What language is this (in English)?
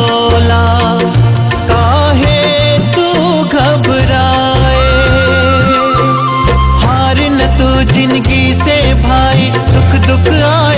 Bhojpuri